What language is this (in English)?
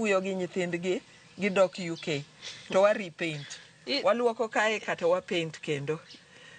Luo (Kenya and Tanzania)